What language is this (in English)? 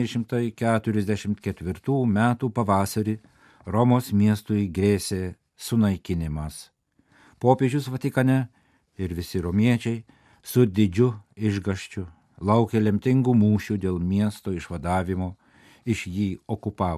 Lithuanian